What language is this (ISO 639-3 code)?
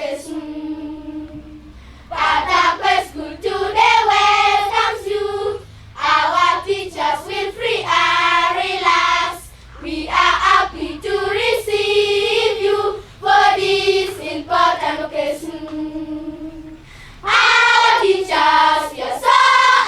ach